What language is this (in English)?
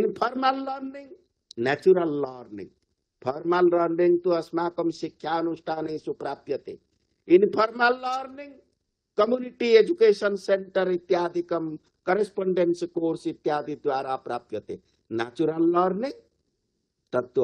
Sanskrit